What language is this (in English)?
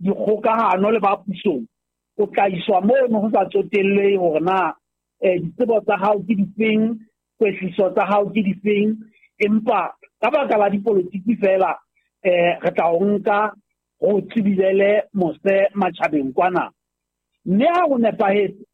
Southern Sotho